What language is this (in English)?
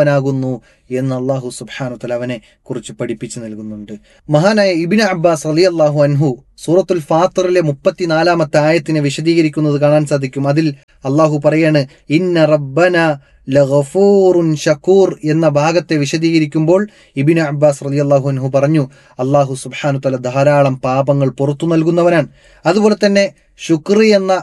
Malayalam